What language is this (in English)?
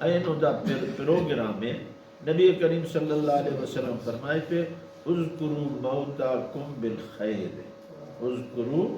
Brahui